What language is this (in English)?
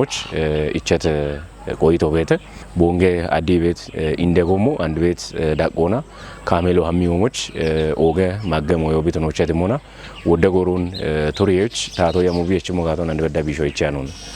Kafa